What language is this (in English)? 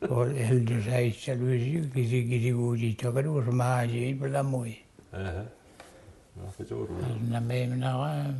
Mi'kmaw